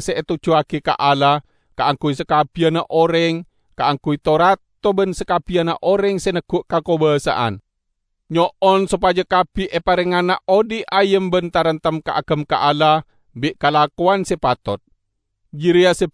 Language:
Madurese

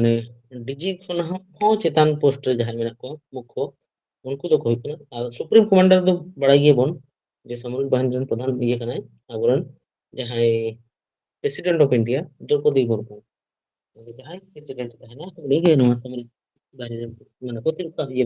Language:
Santali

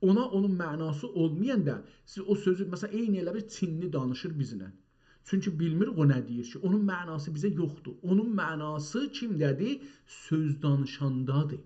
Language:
South Azerbaijani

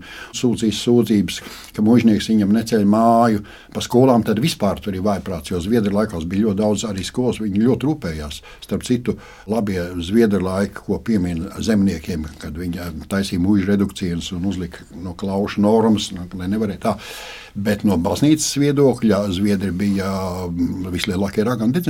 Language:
Latvian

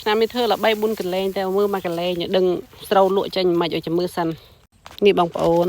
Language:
Khmer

